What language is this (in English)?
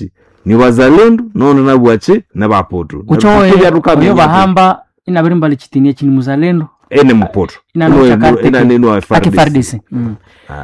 Nande